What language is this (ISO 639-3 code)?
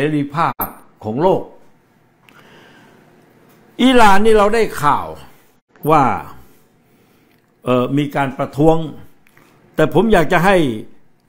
tha